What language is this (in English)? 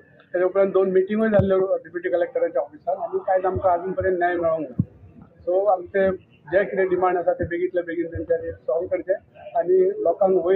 Konkani